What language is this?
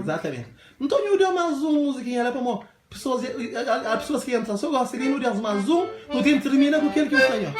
Kabuverdianu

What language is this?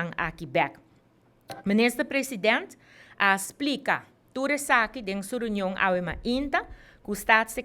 Papiamento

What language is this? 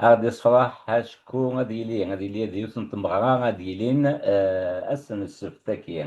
Kabyle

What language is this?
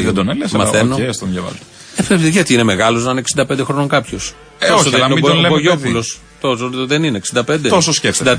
Greek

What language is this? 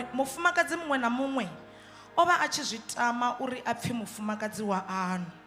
Venda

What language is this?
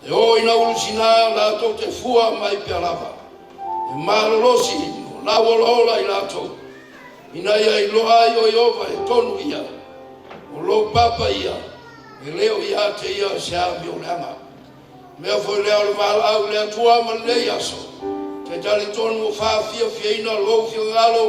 Samoan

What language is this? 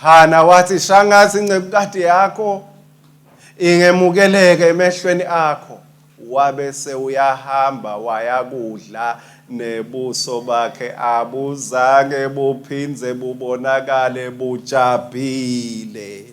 Swati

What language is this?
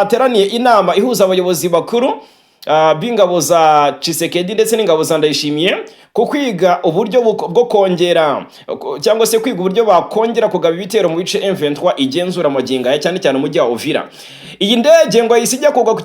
Kinyarwanda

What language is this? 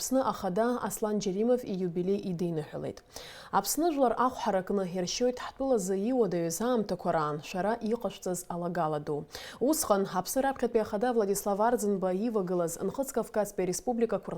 Abkhazian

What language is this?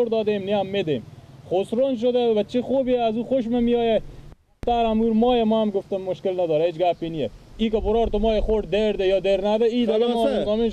Persian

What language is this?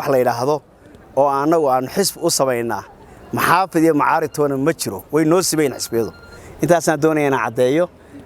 Somali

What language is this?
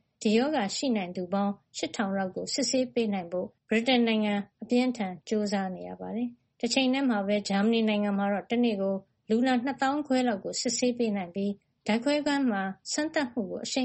Burmese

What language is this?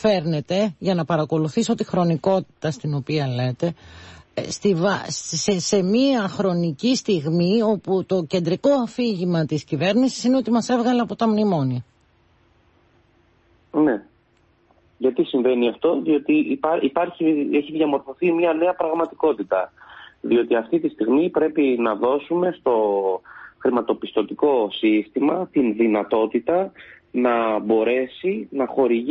Greek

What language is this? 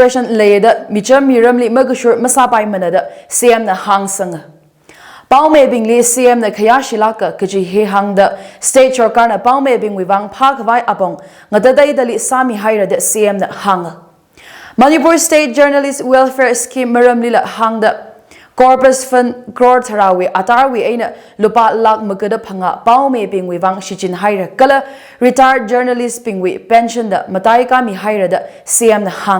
Tangkhul Naga (India)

